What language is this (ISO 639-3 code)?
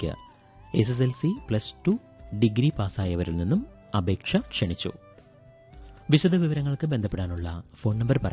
mal